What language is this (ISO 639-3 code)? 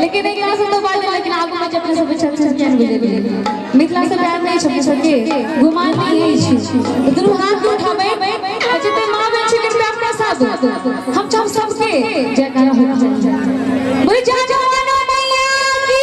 mai